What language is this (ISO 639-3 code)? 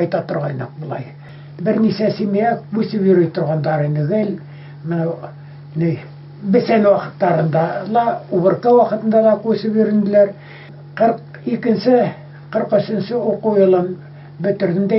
bak